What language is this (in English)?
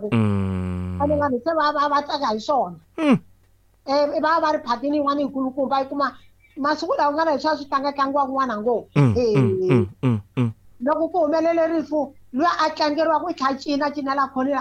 Tsonga